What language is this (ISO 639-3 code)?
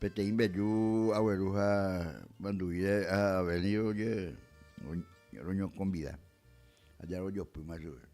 grn